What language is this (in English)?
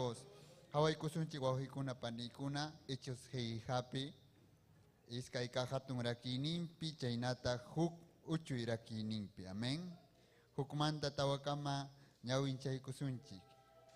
Ayacucho Quechua